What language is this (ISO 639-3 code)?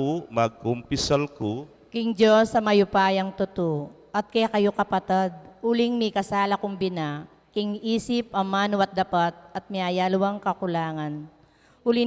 pam